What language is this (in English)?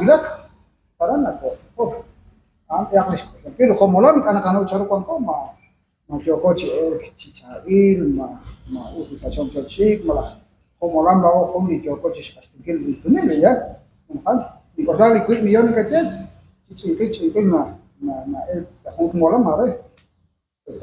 Kekchí